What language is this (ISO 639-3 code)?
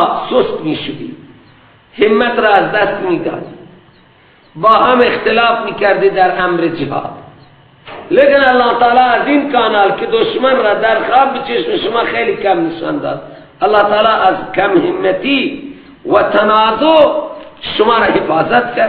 fas